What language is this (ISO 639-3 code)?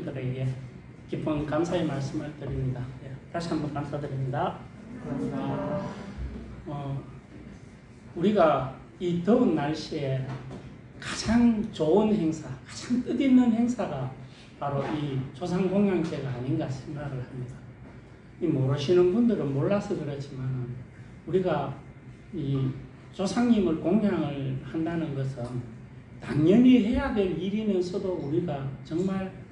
kor